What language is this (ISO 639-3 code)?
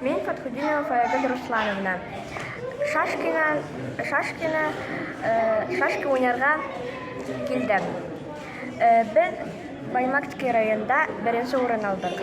bak